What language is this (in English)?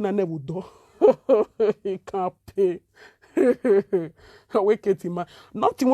Nigerian Pidgin